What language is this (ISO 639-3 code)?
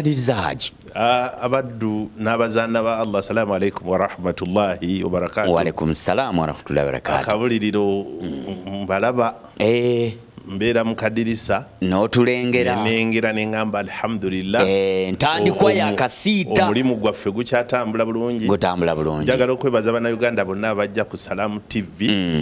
lug